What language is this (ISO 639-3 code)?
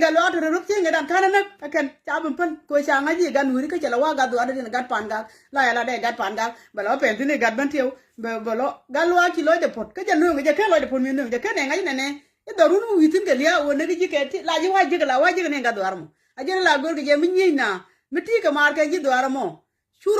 nus